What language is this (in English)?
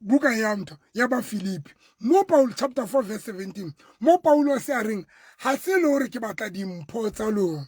Southern Sotho